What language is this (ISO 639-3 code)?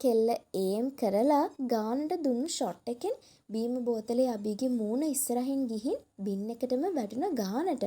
sin